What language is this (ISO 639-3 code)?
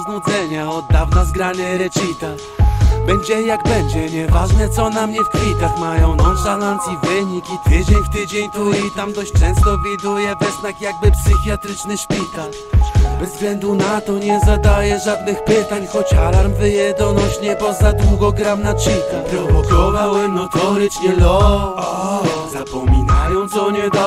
pol